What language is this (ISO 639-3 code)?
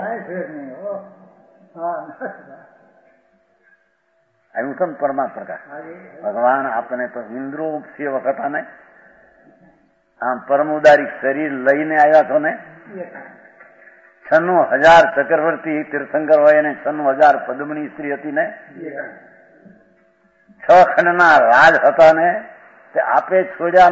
guj